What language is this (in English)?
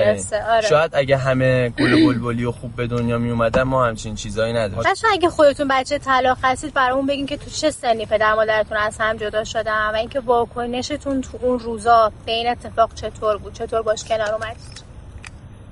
Persian